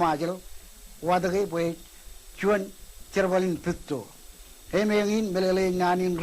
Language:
Marshallese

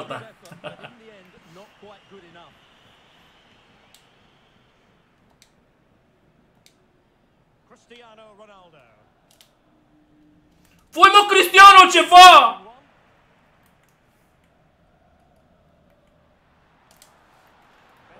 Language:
Romanian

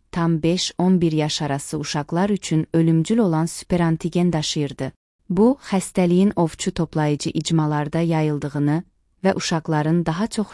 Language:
Azerbaijani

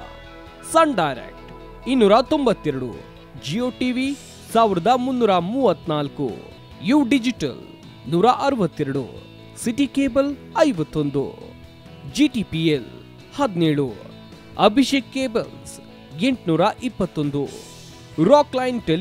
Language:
Kannada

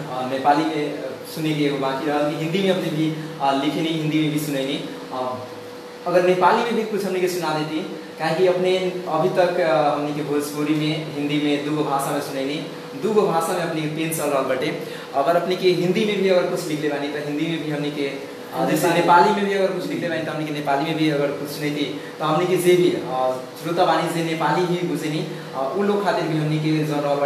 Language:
Bhojpuri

